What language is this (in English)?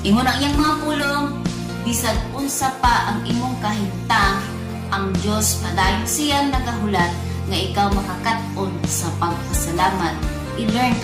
Cebuano